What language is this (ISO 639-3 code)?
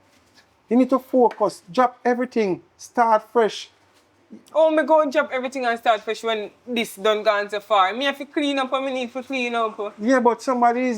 jam